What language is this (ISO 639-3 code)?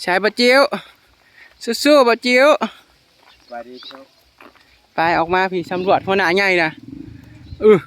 tts